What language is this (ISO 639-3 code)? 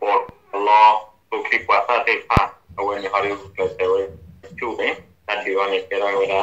ksw